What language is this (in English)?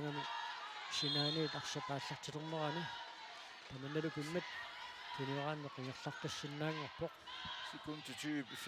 Kalaallisut